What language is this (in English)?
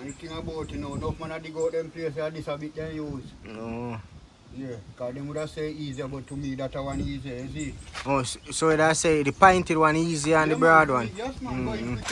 Jamaican Creole English